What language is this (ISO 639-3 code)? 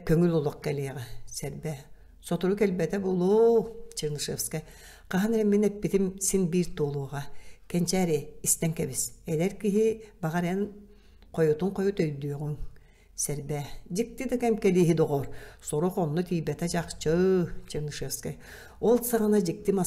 sah